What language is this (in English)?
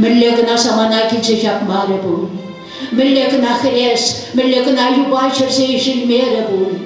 Chuvash